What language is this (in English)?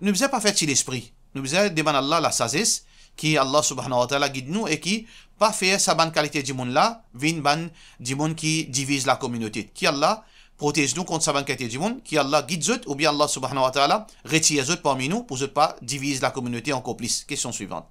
Morisyen